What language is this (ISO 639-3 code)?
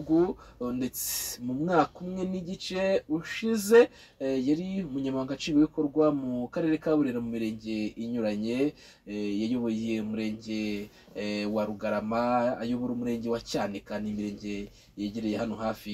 kin